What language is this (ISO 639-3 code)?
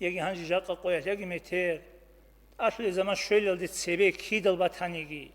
ava